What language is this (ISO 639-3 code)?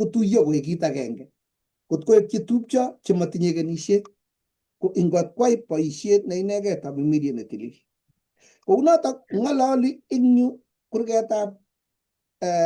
kln